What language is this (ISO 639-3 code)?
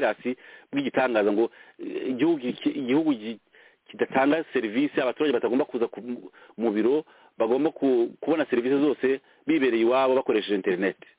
kin